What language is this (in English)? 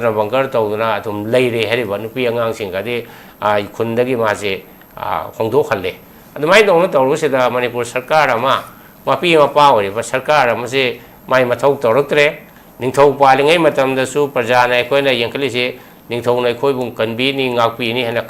Manipuri